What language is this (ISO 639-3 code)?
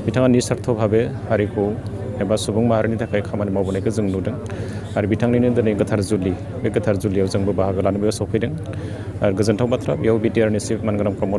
brx